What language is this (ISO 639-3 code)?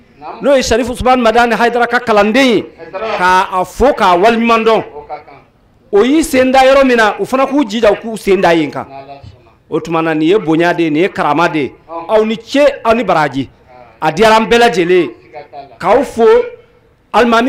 bam